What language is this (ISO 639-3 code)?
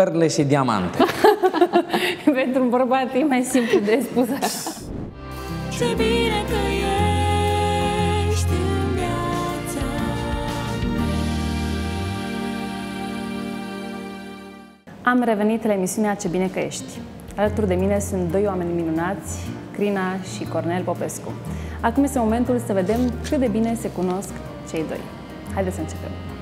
ron